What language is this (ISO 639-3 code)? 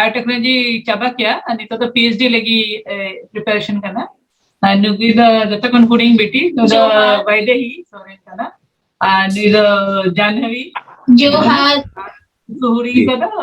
sat